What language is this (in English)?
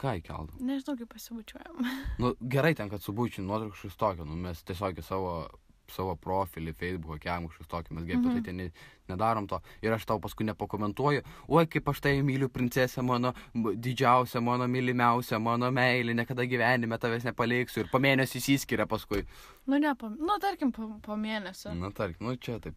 Lithuanian